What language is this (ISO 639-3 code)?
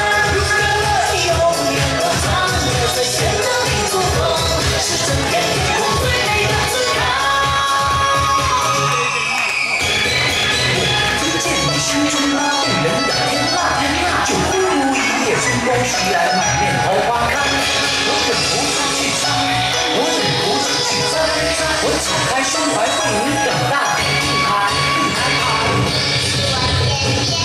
zho